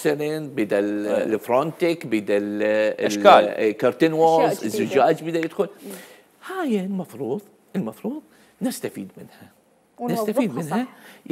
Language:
Mesopotamian Arabic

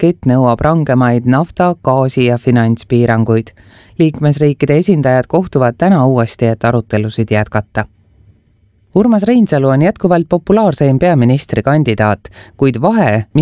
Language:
Estonian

